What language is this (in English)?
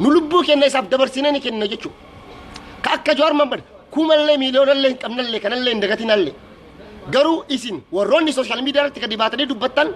Oromo